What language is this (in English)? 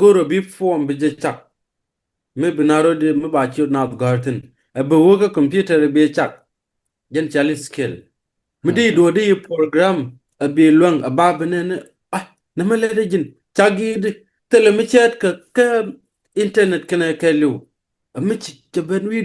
Nuer